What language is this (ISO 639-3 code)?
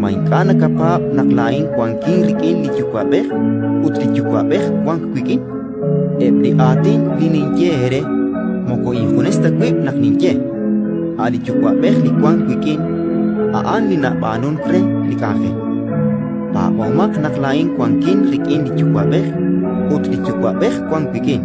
kek